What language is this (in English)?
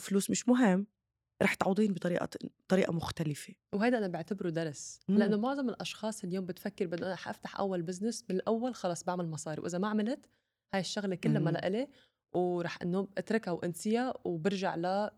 North Levantine Arabic